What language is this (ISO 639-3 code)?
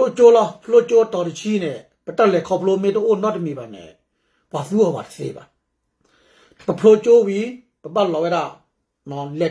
ksw